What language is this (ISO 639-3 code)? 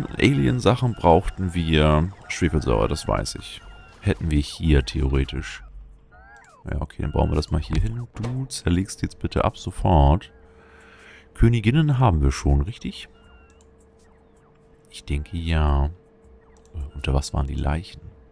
deu